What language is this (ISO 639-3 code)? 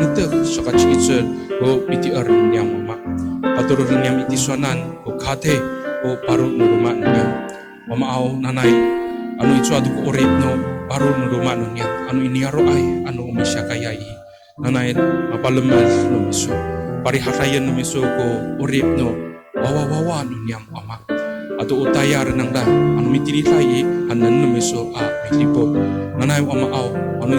ami